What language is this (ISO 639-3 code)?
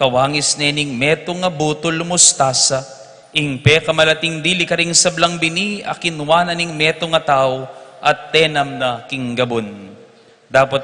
pam